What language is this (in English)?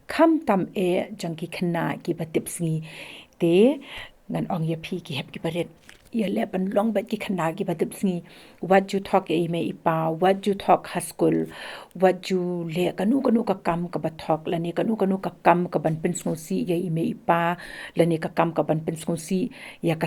Khasi